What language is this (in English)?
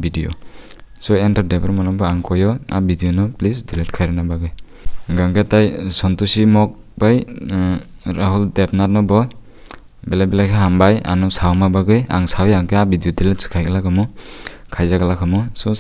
Kok Borok